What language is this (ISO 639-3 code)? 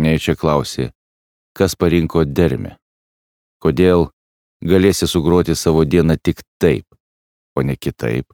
lit